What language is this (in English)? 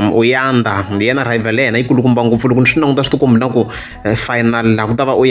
Tsonga